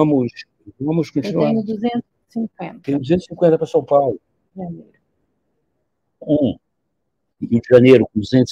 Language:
Portuguese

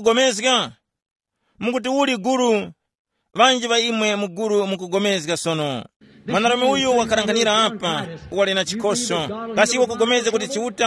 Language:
Tumbuka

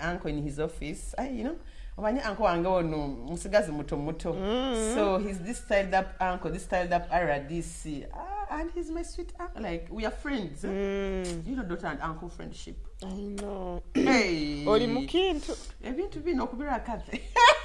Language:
Nyoro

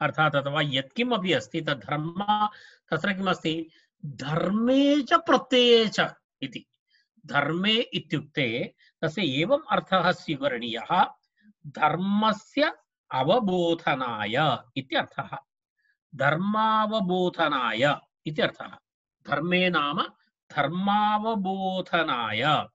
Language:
Sanskrit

